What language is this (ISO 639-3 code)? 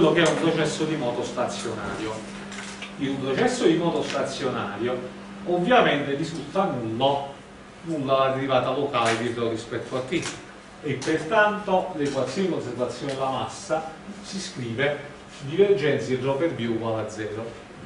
ita